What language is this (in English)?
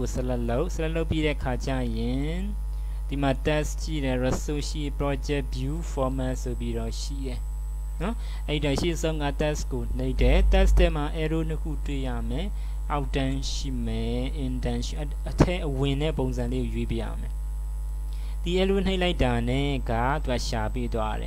Burmese